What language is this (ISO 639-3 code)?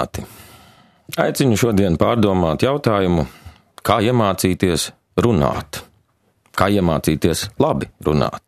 lav